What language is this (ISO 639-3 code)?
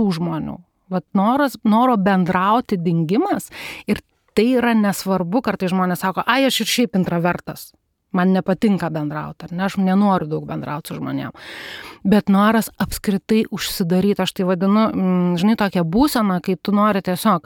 lit